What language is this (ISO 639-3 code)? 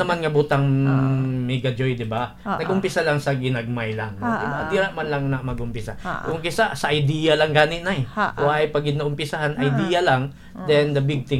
hil